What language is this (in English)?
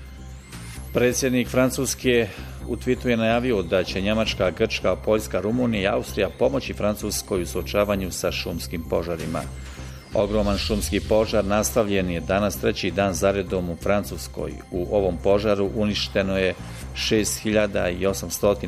Bosnian